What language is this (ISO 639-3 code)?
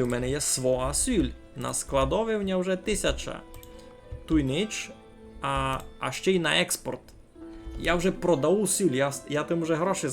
rue